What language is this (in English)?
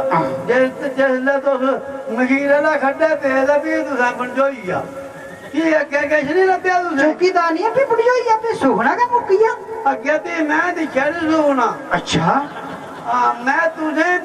Dogri